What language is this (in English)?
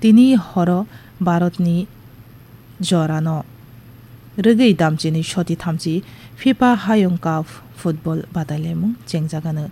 Kok Borok